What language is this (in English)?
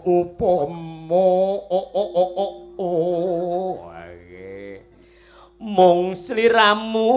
Javanese